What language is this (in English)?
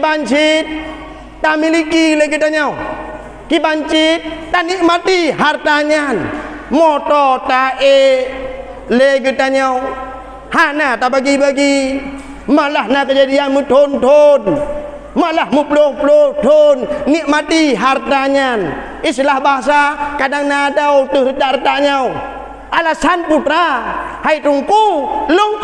Achinese